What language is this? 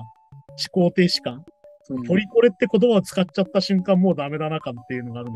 Japanese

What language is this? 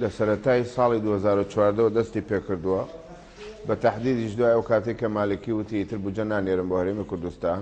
Central Kurdish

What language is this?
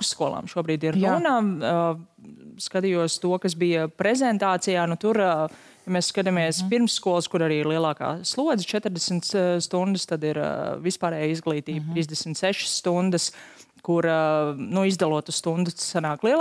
Latvian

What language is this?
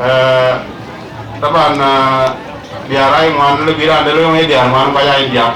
Dinka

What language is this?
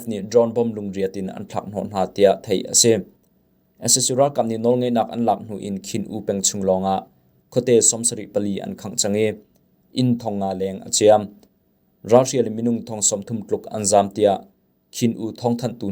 Hakha Chin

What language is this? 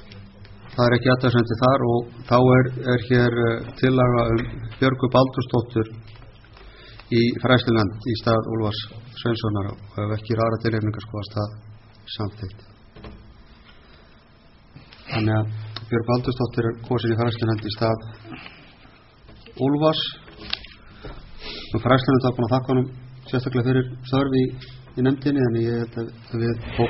Icelandic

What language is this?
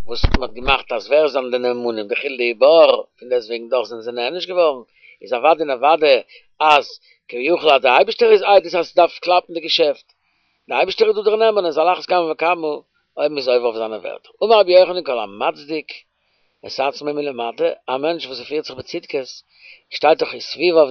Yiddish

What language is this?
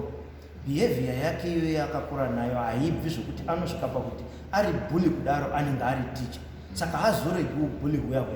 Shona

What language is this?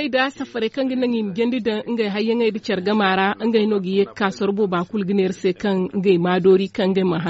Zarma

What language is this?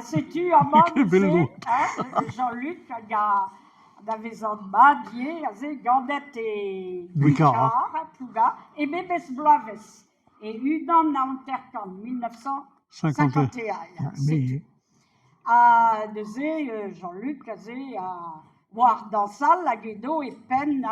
Breton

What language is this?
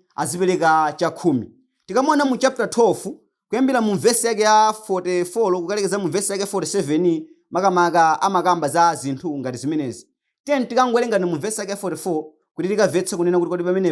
Nyanja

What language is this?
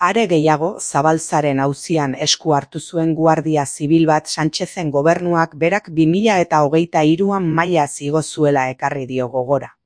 Basque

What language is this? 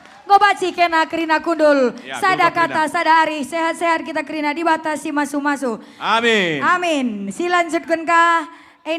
Batak Karo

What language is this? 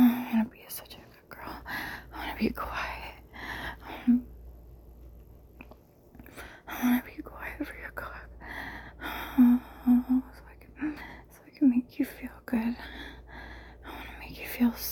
English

